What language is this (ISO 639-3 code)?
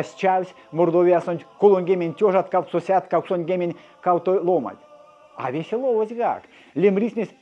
myv